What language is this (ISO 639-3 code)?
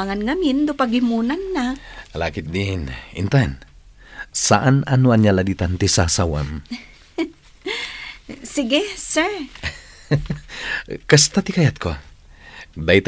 ilo